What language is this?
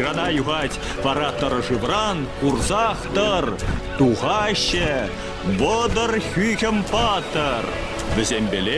Chuvash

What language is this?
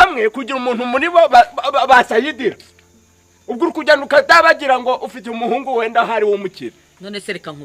Kinyarwanda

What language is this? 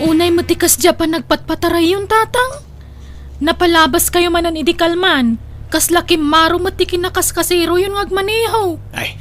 Iloko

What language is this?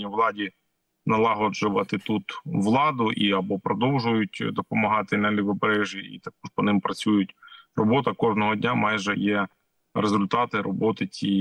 Ukrainian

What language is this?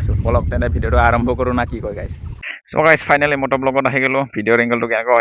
Assamese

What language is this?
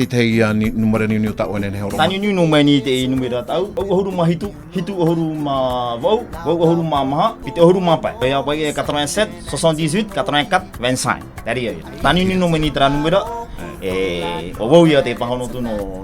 Tahitian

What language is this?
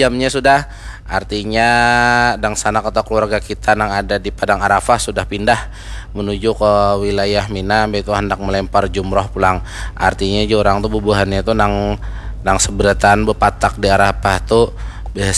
Banjar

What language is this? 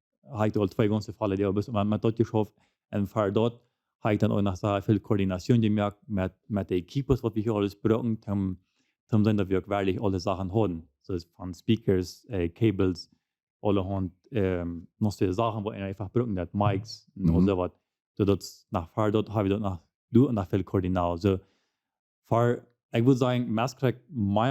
Plautdietsch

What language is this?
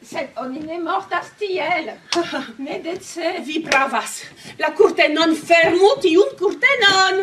Esperanto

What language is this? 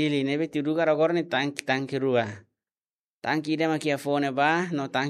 Tetum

